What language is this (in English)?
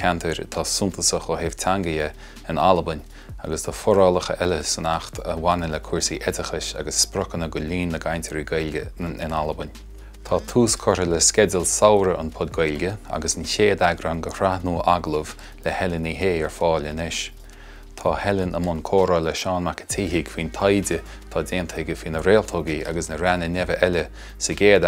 Irish